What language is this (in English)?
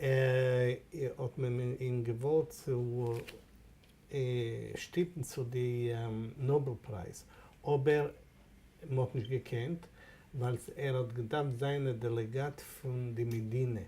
Yiddish